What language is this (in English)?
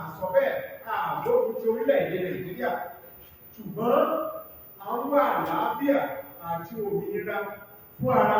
Yoruba